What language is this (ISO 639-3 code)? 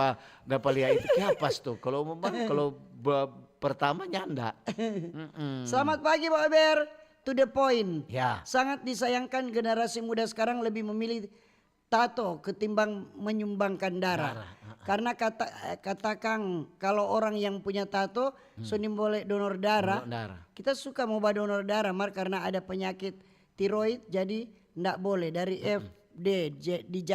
xmm